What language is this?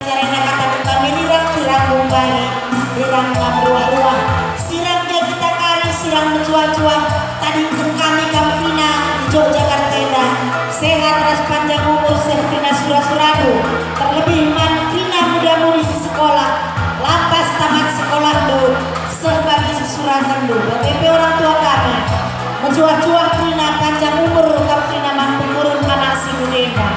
Batak Karo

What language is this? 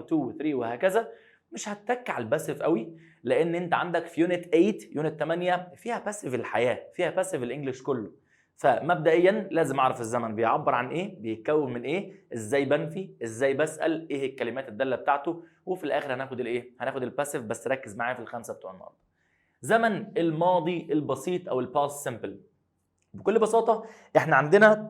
Egyptian Arabic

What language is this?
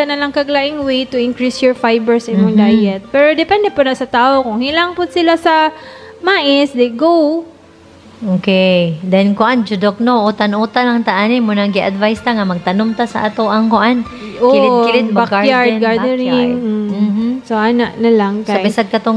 Cebuano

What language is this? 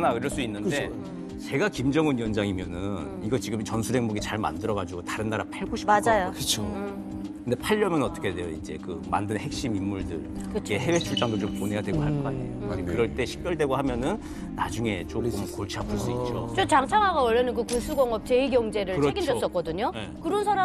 Korean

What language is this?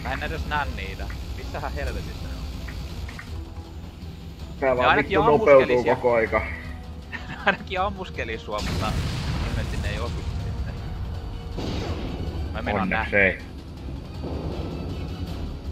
Finnish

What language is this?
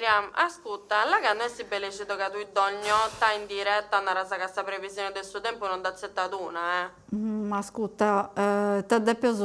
Sardinian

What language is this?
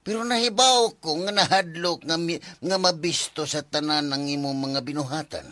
Cebuano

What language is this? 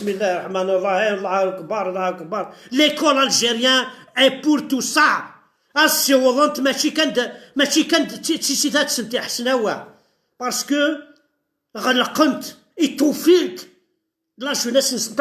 Kabyle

